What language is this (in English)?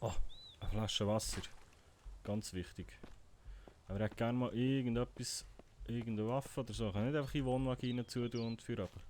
Swiss German